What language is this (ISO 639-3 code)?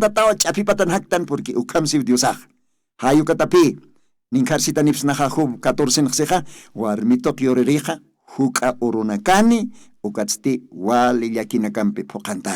aym